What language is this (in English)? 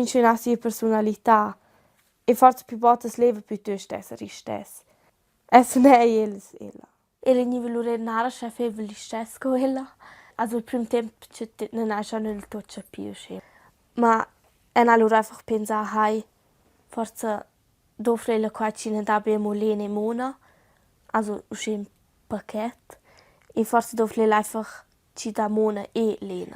Romansh